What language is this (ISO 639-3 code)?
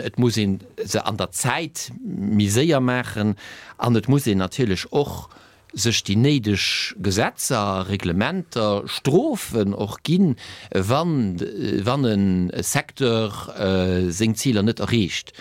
ltz